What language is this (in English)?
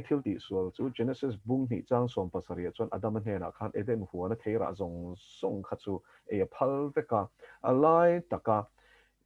Mizo